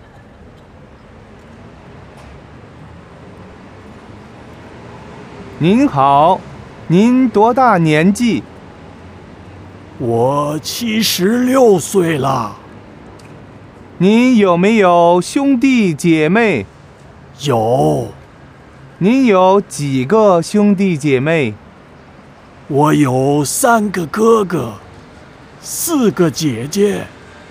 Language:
Chinese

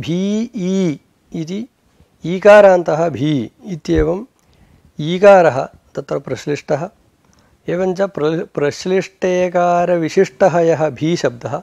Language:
Sanskrit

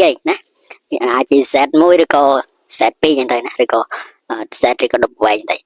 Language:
Khmer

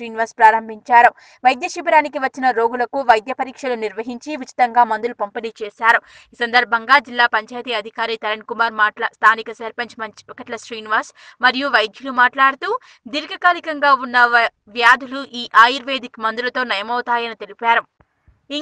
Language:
Telugu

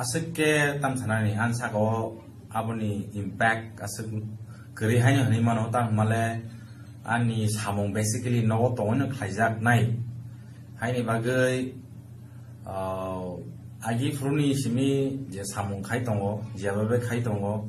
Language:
Kok Borok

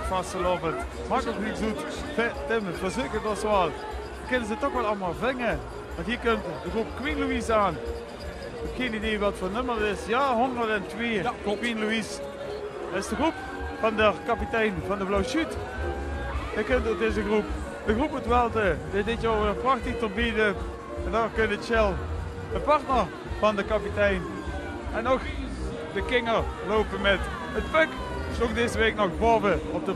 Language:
Limburgish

